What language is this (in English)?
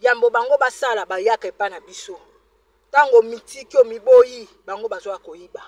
Lingala